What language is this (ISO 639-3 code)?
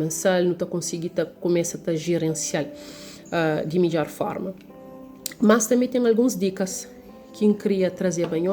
kea